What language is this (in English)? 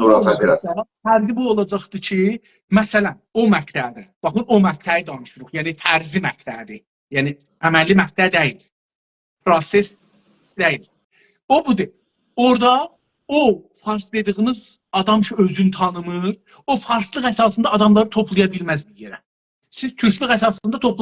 South Azerbaijani